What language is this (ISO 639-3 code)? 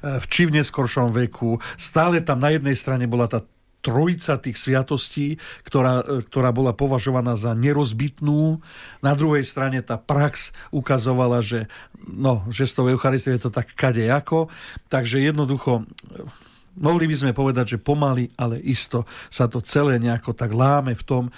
slk